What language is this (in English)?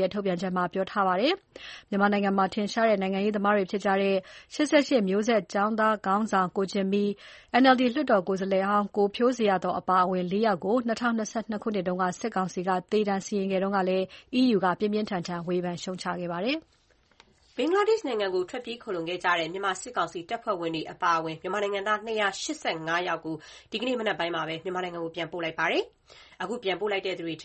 Burmese